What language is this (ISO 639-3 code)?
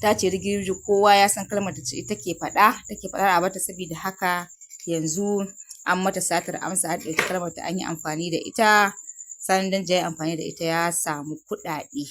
hau